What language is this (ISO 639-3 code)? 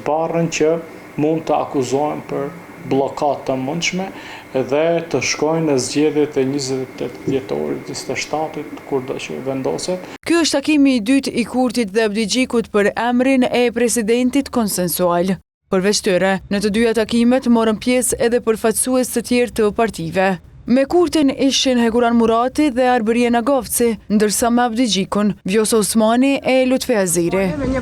sqi